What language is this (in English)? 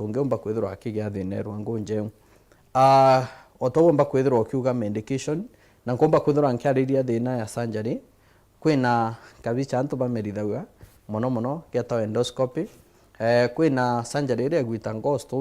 Meru